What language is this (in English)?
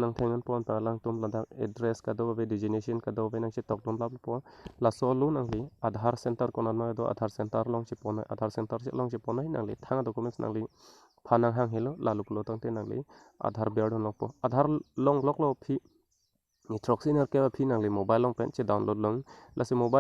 Karbi